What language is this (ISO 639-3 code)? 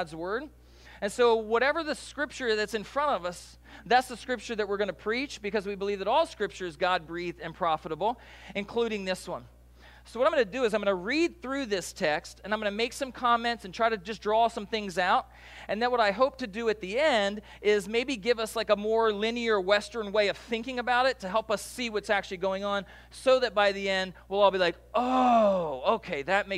eng